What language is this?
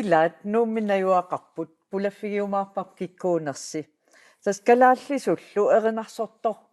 Kalaallisut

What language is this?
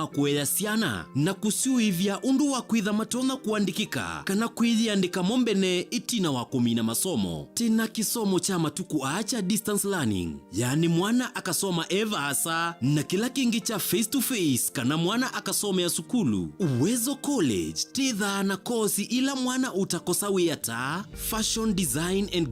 Kamba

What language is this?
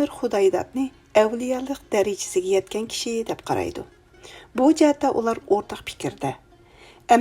Uyghur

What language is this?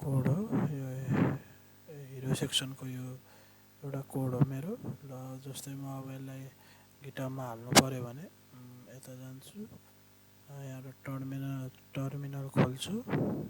Nepali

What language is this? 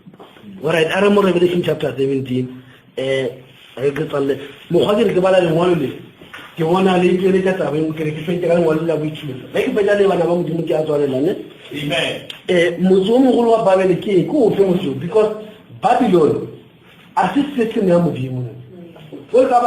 Northern Sotho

